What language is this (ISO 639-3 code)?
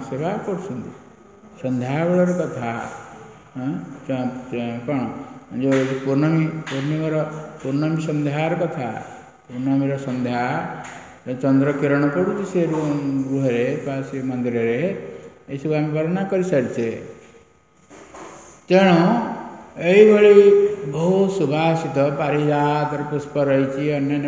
ori